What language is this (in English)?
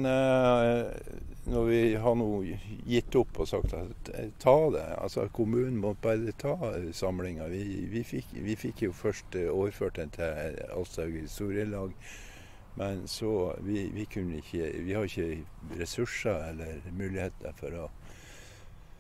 Norwegian